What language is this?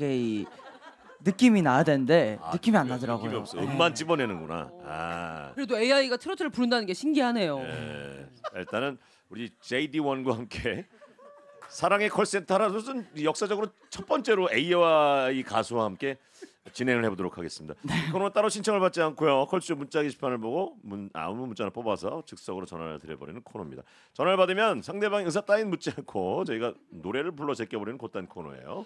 Korean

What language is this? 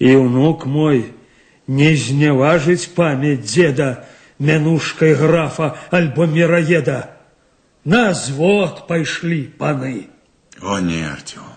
Belarusian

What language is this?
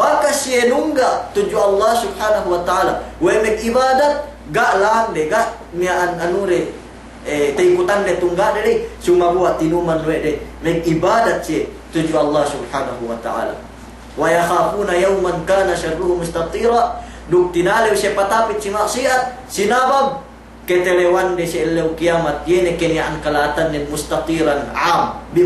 Yakan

